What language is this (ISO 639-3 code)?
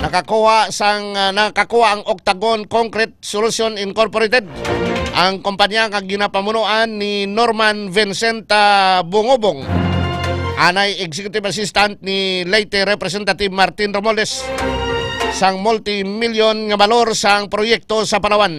hil